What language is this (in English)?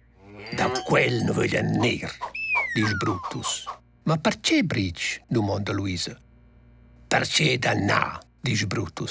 Romansh